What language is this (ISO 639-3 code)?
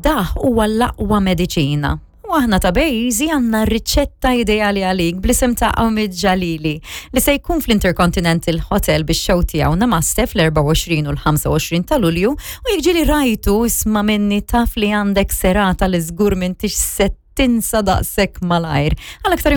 mlt